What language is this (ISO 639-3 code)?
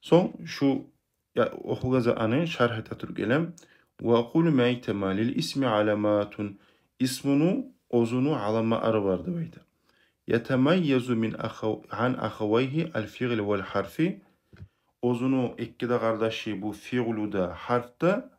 kum